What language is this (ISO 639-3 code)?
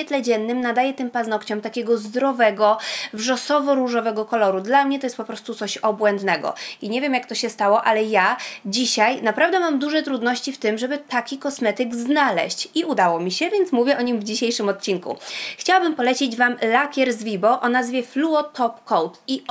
pol